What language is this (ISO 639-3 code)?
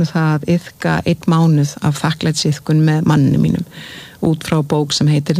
isl